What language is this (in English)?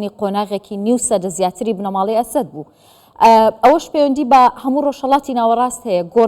Central Kurdish